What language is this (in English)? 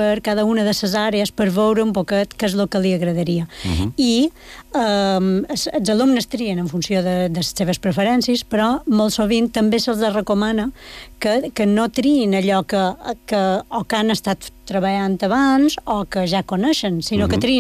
Catalan